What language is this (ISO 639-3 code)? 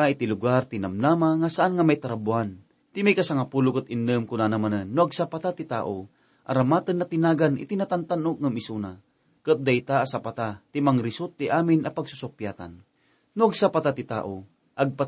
ilo